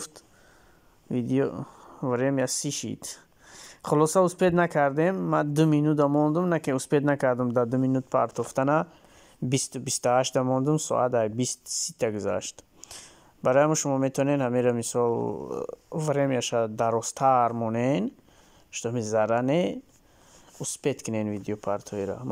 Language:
Tajik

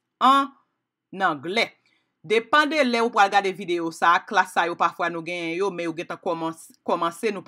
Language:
Haitian Creole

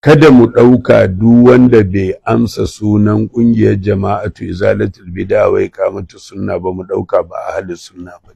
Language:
Hausa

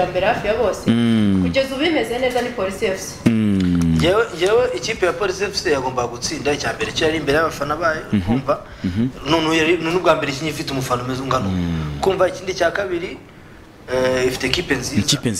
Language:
Kinyarwanda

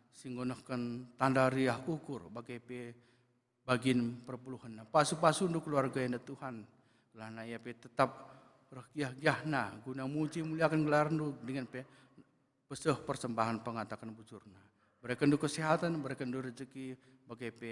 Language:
Batak Karo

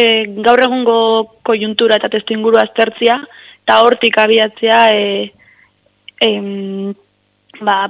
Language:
Basque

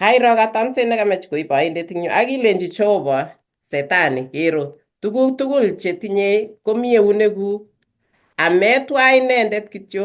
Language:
Kalenjin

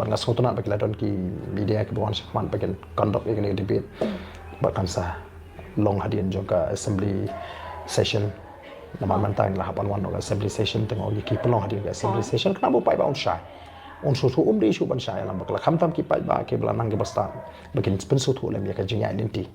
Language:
Khasi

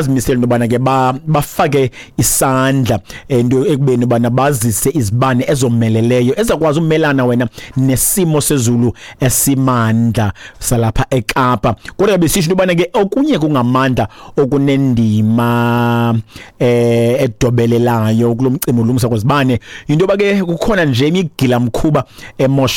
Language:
Xhosa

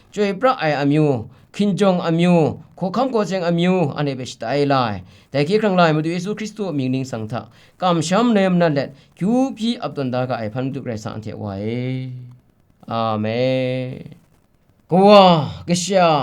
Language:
Kachin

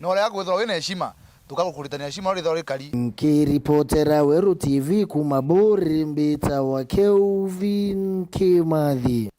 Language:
Meru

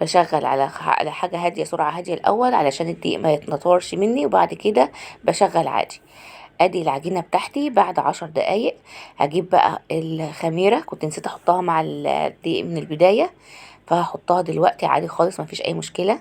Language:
Egyptian Arabic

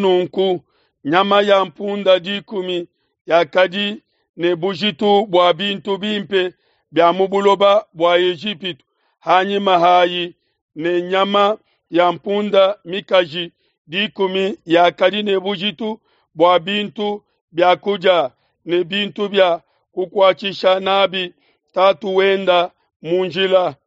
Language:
Luba-Lulua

